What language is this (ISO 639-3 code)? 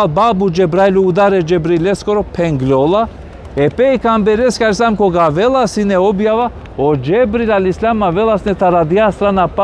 rmn